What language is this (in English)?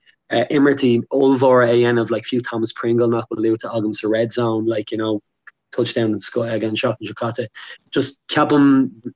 Irish